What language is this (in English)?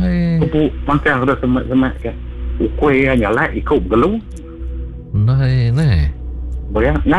Iban